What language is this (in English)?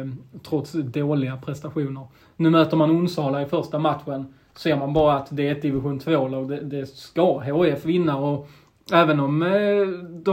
Swedish